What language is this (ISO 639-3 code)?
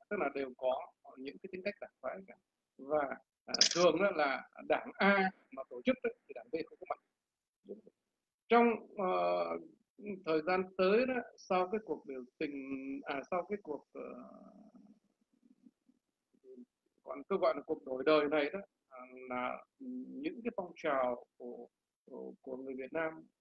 vie